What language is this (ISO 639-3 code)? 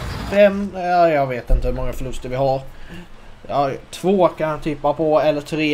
swe